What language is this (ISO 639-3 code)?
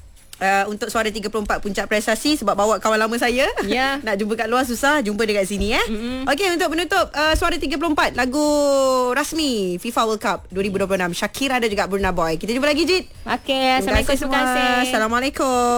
msa